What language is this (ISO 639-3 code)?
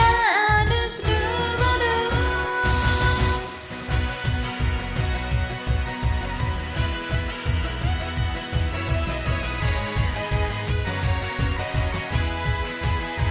jpn